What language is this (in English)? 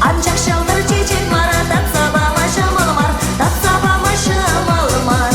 Chuvash